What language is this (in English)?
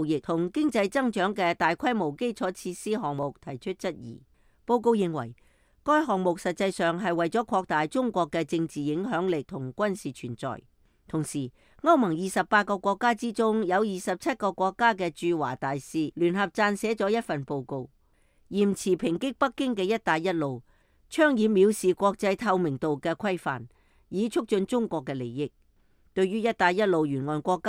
Cantonese